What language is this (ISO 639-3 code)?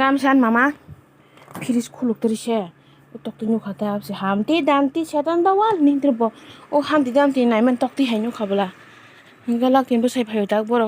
trp